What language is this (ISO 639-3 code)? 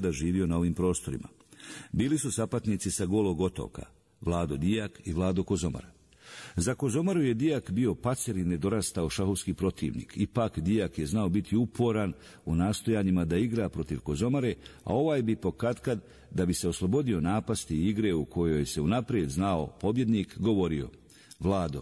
bos